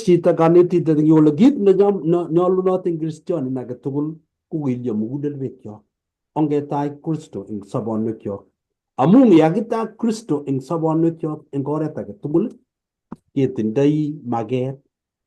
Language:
Kalenjin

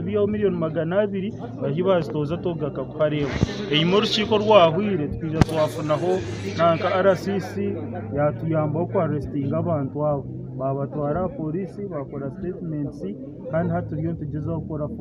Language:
Nyankole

